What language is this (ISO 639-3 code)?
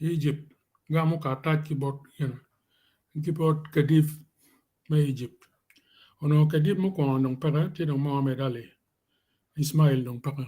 ach